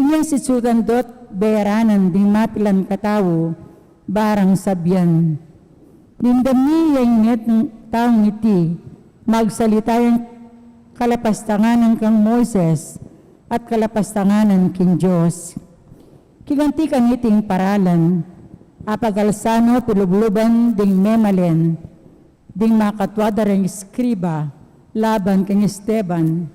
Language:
Pampanga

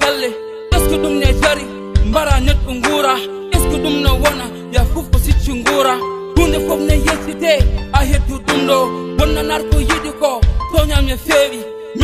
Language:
Fula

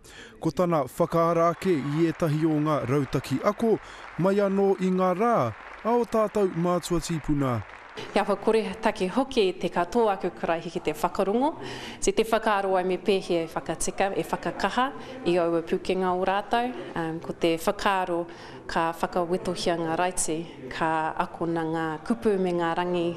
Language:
Māori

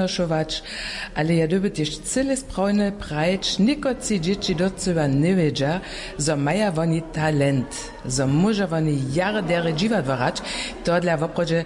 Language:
Upper Sorbian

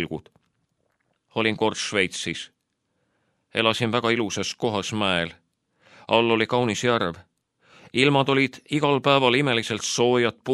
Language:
Estonian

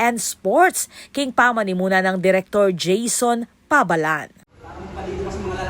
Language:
Pampanga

